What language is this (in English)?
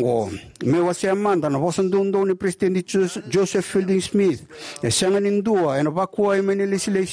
Fijian